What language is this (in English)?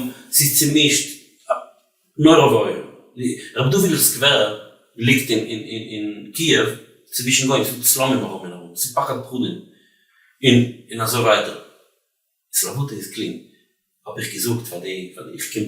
Yiddish